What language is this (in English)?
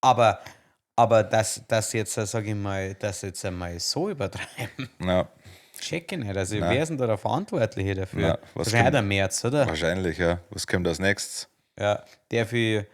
Bavarian